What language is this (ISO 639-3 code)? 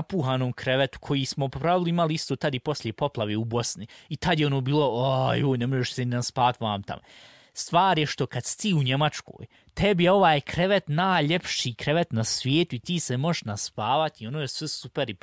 srp